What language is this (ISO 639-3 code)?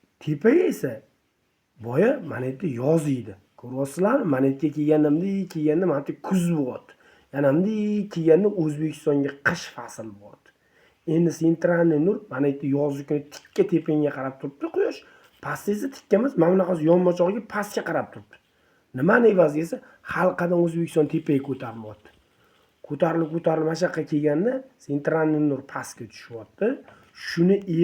uzb